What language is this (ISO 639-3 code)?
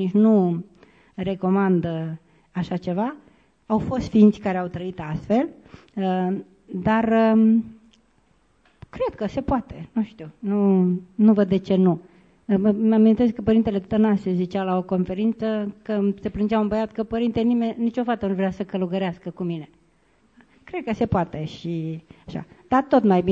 ron